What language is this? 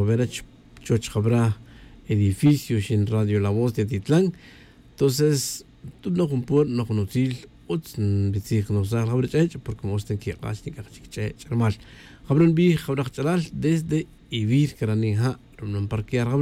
Tz'utujil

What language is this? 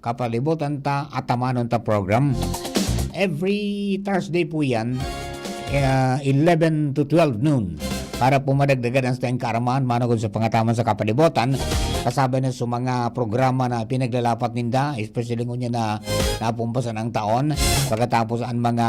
Bikol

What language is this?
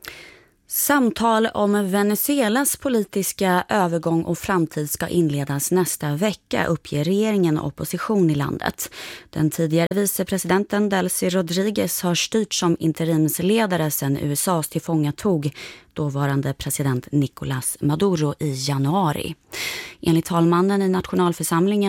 Swedish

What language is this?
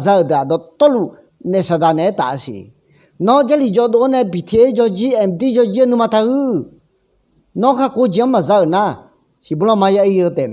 Akha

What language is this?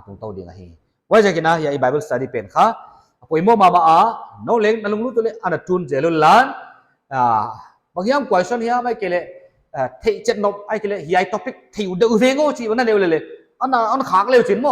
Paite Chin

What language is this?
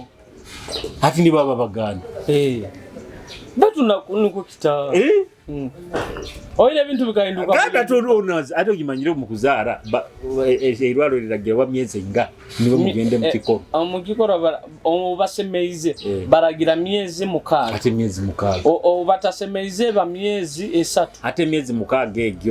Nyoro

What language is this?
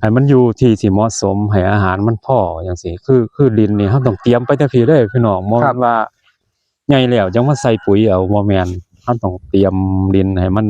Northeastern Thai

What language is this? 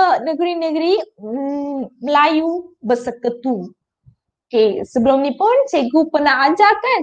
Malay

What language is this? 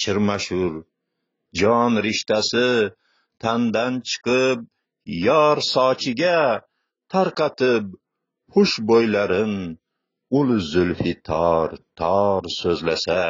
Uzbek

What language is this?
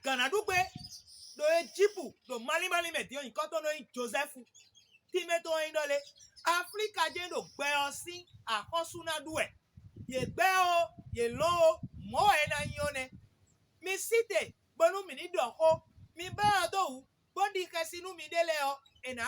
Fon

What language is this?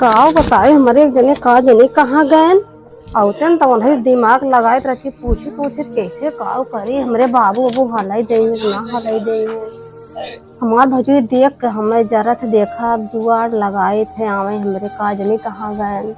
Awadhi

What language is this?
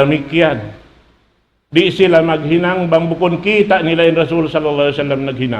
Tausug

